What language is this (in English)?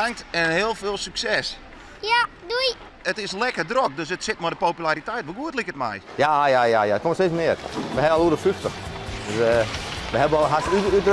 Western Frisian